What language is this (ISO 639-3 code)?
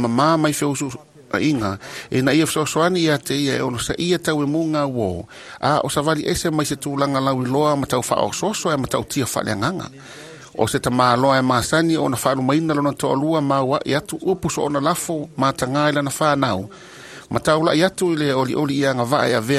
smo